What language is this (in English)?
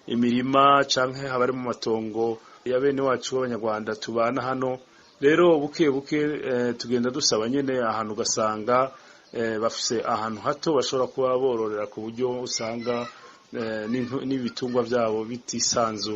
Rundi